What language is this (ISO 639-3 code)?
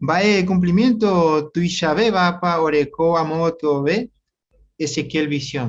grn